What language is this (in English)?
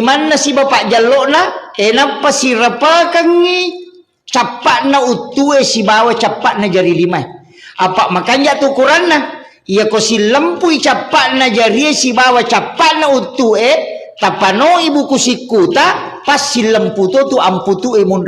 Buginese